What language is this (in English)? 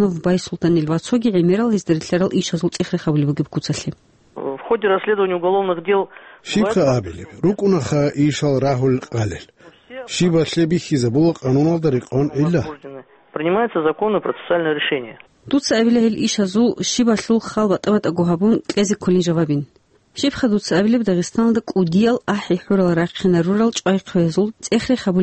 Avaric